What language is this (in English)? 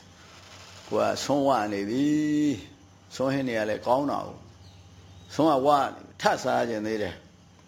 Burmese